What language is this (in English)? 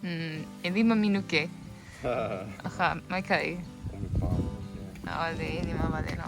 Hawaiian